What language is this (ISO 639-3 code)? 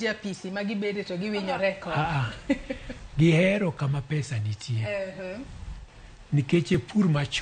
luo